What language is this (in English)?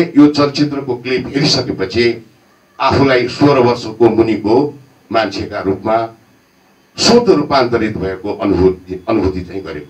Nepali